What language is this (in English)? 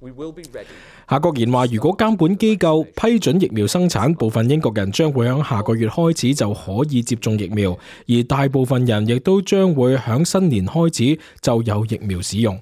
Cantonese